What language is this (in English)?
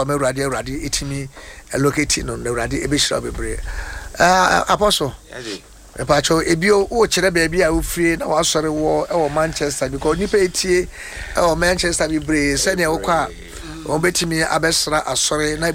Akan